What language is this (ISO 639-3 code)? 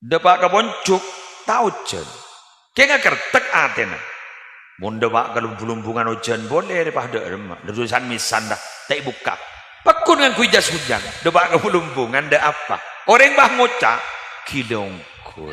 mad